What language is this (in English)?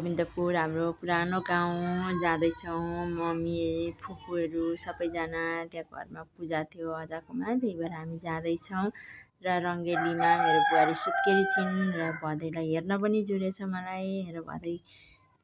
Nepali